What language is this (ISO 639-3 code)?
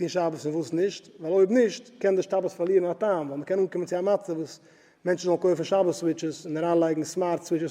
yid